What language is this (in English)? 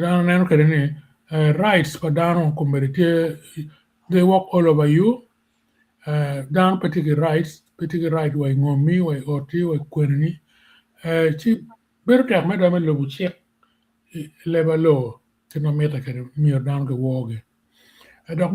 Acoli